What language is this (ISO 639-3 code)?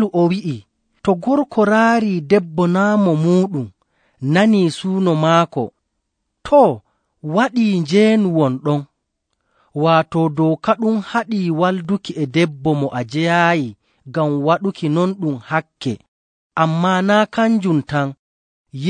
fuv